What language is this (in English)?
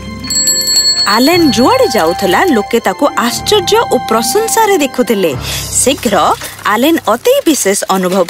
Odia